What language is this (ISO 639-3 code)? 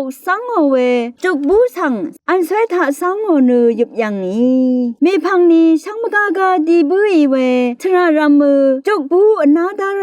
raw